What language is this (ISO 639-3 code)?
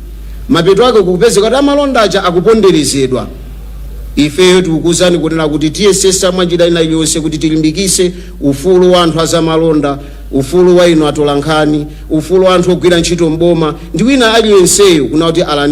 nya